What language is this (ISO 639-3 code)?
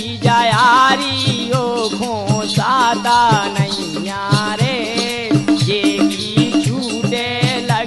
bns